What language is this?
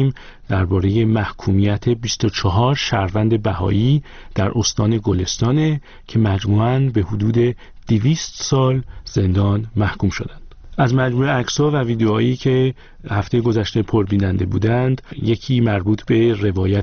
Persian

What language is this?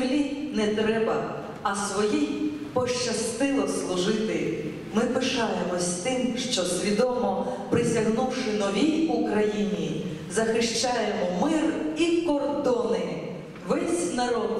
Ukrainian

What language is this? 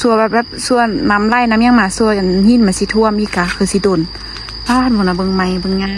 Lao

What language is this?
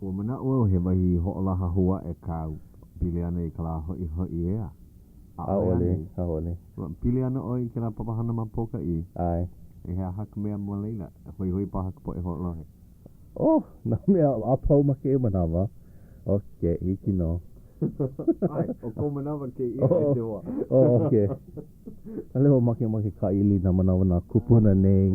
Hawaiian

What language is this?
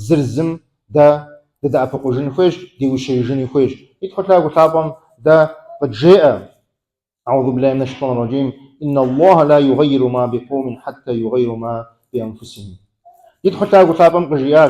Kabardian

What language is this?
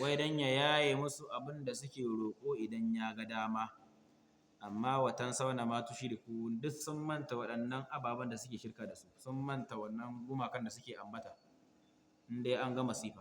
Hausa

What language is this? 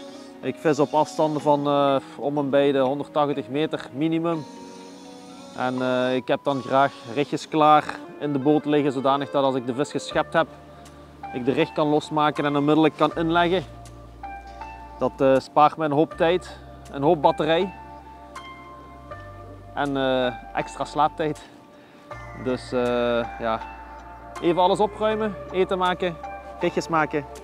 Dutch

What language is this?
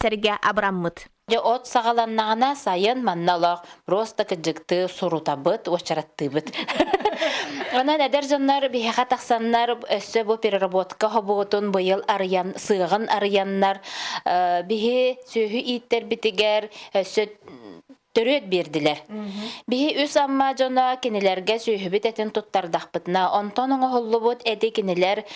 Yakut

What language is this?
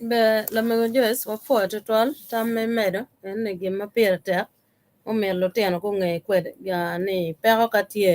Acoli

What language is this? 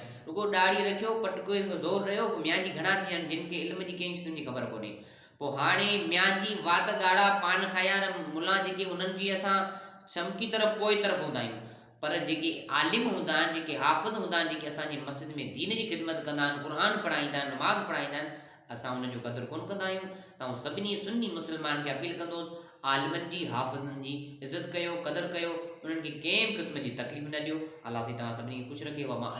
Sindhi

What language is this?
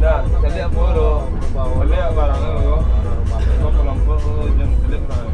Minangkabau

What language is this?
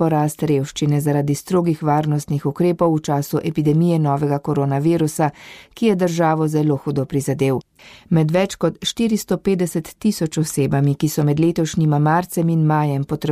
Slovenian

